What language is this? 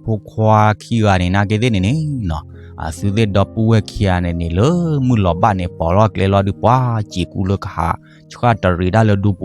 S'gaw Karen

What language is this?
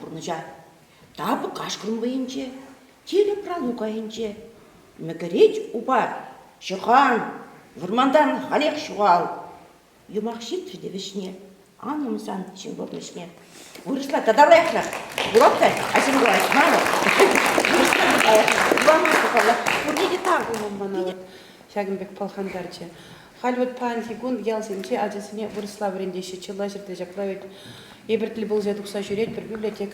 Chuvash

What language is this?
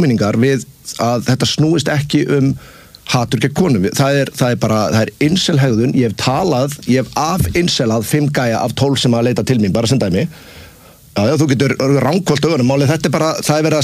Icelandic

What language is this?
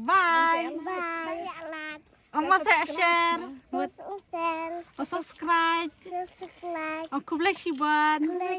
Khasi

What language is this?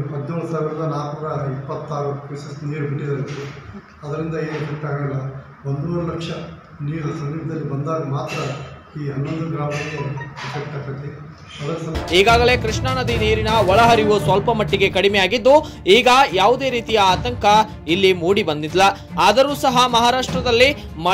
Kannada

